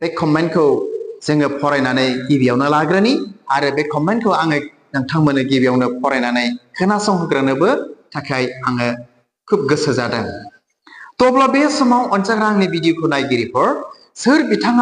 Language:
Bodo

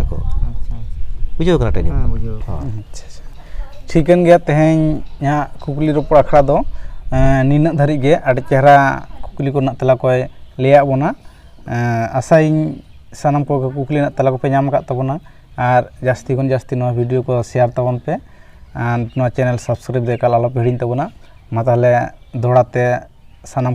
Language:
Santali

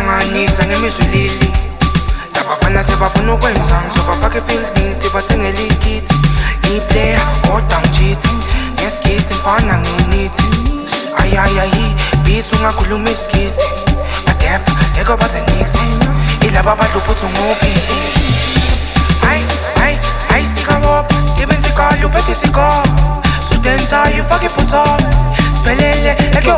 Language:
Zulu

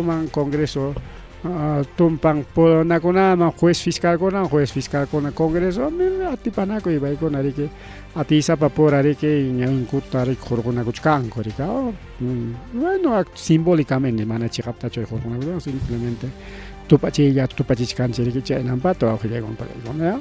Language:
Ayacucho Quechua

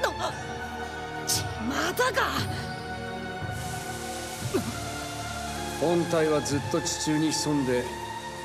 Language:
Japanese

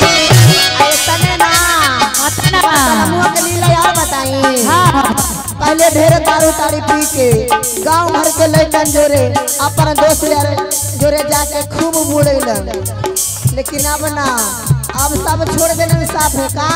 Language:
Magahi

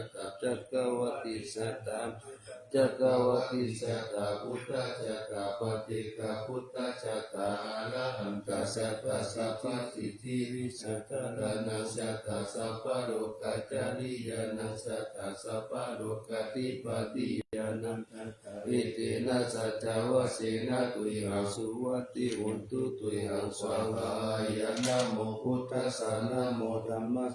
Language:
Pali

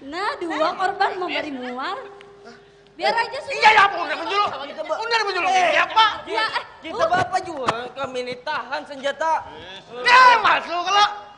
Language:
Banjar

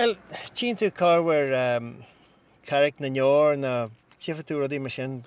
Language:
Irish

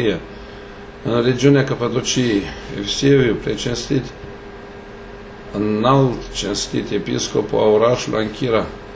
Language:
Romanian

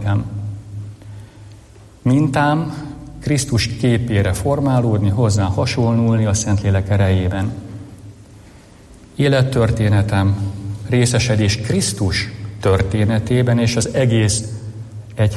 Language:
Hungarian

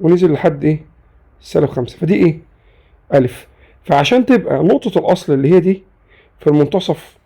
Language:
Egyptian Arabic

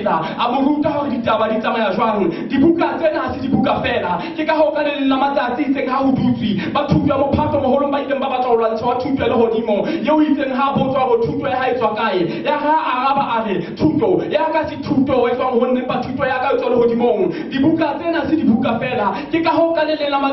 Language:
Southern Sotho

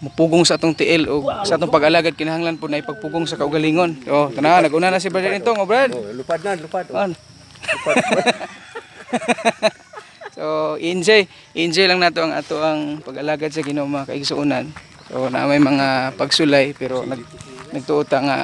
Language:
Cebuano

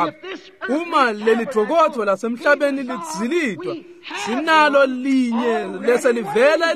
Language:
Swati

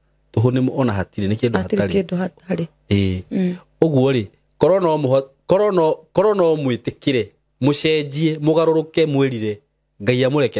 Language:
Kikuyu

